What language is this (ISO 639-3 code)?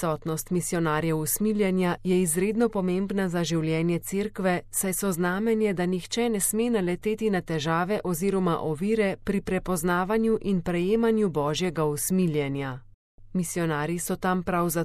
slv